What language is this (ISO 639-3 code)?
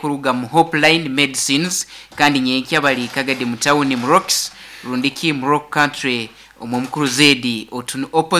nyn